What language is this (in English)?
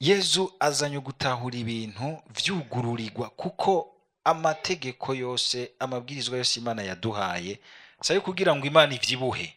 Rundi